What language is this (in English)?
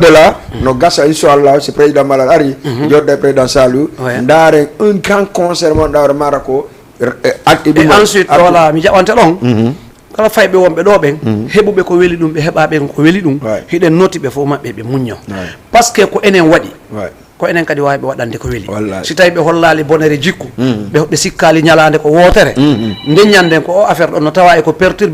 Fula